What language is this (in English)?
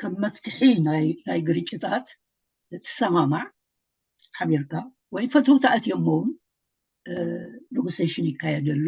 Tigrinya